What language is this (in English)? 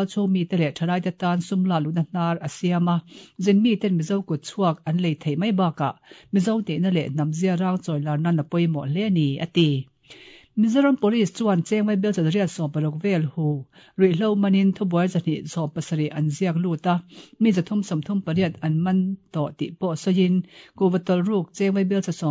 Mizo